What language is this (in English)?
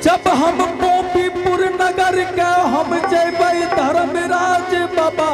Angika